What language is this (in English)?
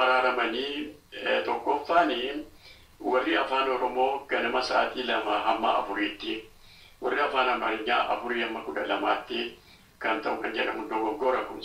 Oromo